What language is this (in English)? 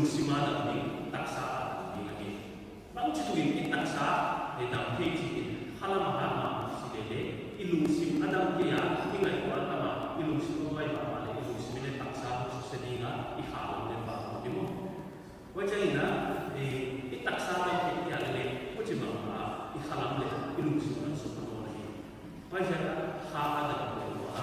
Paite Chin